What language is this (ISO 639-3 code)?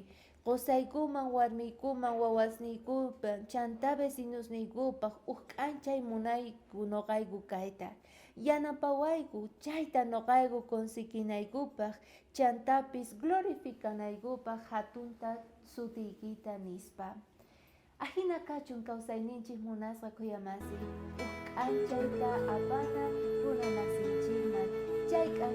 quh